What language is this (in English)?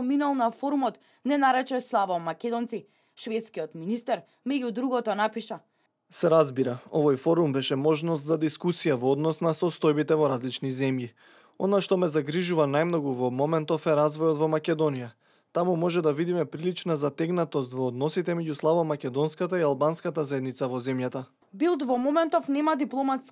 Macedonian